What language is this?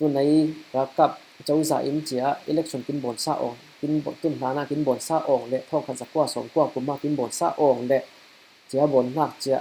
Falam Chin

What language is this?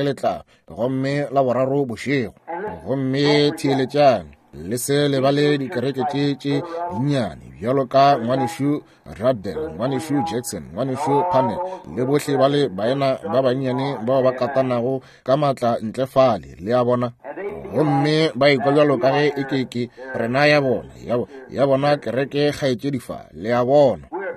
Northern Sotho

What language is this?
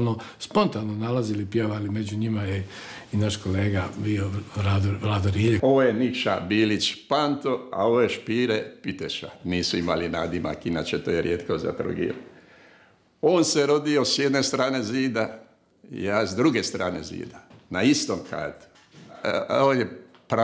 Croatian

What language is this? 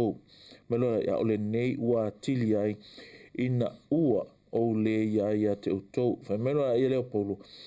Samoan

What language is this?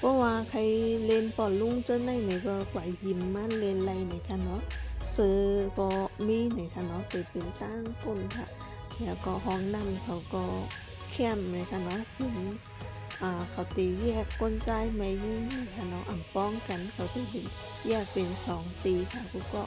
Shan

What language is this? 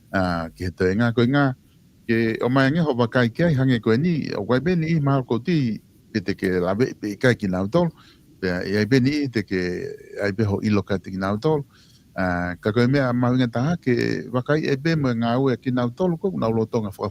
Tongan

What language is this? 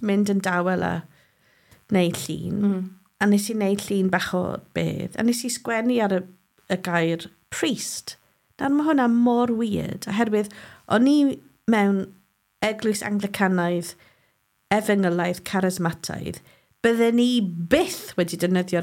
Welsh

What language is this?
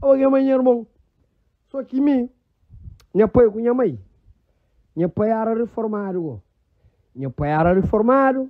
Kabuverdianu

